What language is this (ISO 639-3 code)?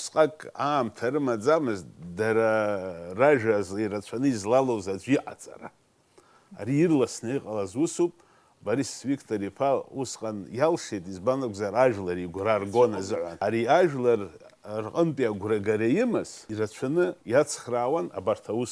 abk